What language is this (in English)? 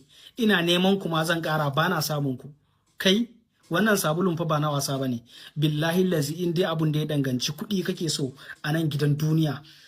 Hausa